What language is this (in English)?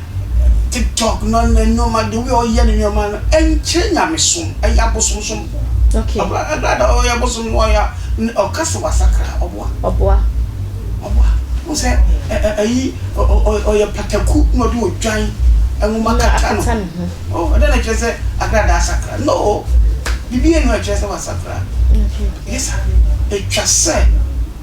Akan